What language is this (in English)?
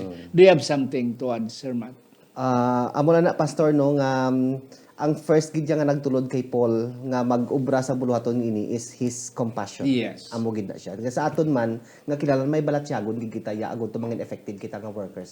Hiligaynon